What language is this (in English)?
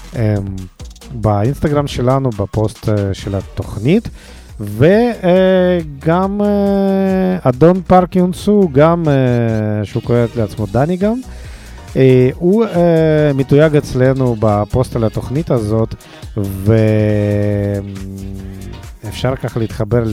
Hebrew